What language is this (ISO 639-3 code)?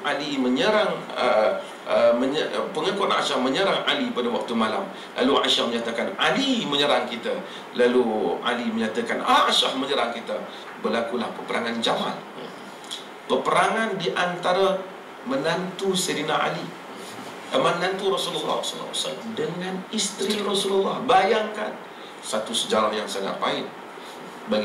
msa